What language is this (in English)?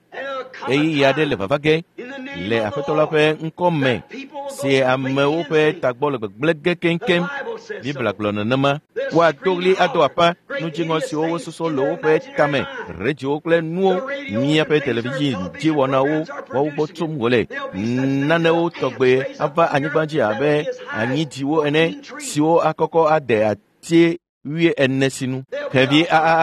Ewe